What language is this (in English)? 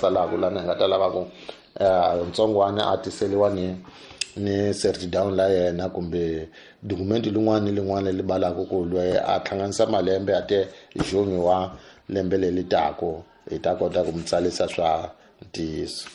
Tsonga